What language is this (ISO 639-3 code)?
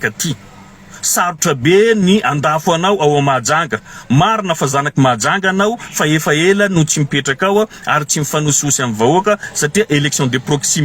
mlg